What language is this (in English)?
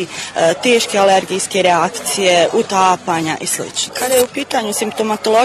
Bosnian